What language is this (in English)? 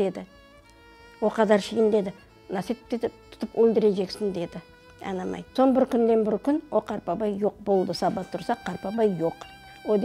Crimean Tatar